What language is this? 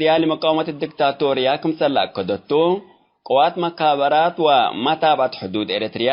Tigre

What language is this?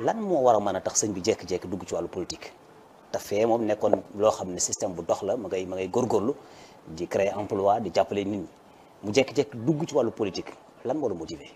Wolof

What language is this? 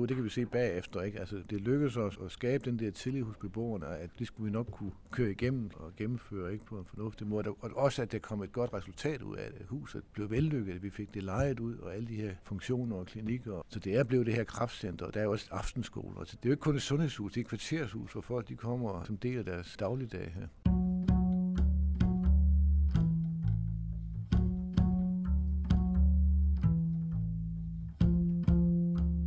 Danish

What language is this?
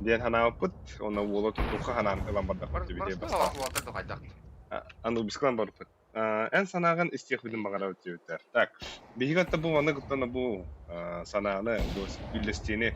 Yakut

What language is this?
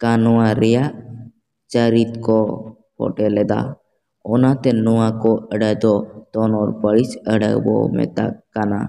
Santali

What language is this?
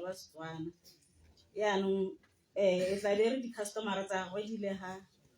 Tswana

